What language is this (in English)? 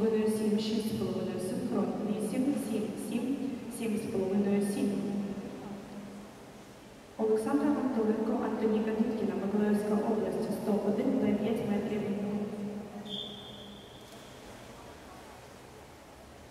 Ukrainian